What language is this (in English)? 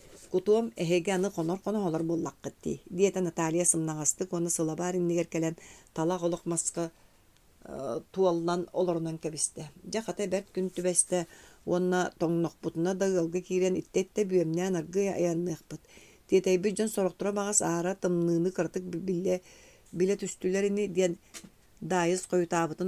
Yakut